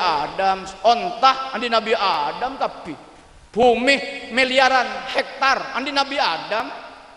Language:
Madurese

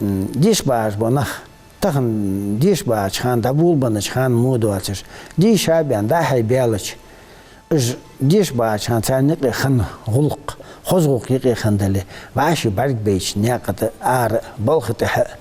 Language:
Ingush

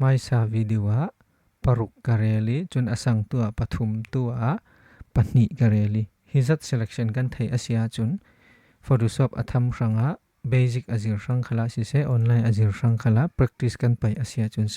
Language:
Falam Chin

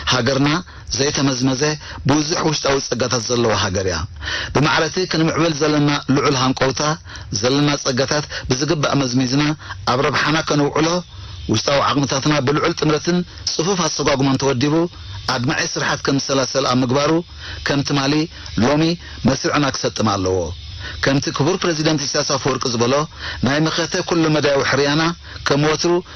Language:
Tigrinya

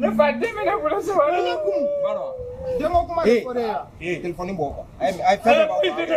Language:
Bambara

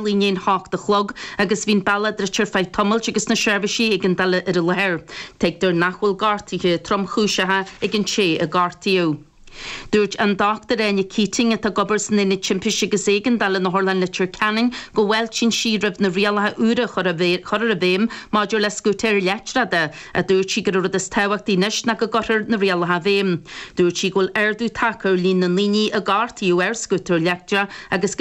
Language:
Irish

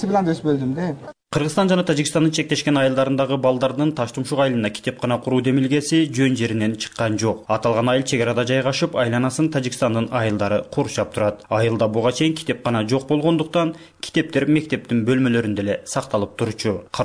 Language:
Kyrgyz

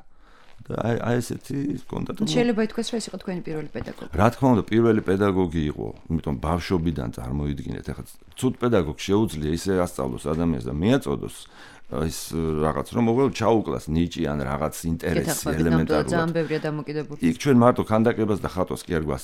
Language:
Georgian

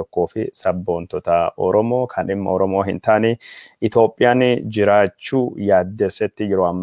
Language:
Oromo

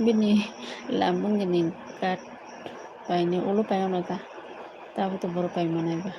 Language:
Kok Borok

